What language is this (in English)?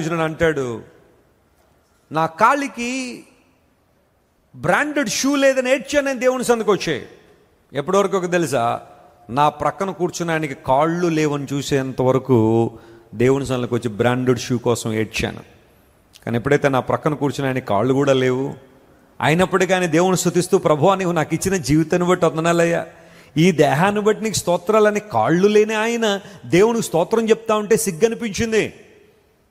Telugu